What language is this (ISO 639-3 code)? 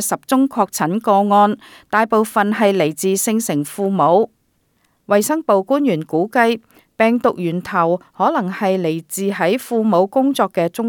yue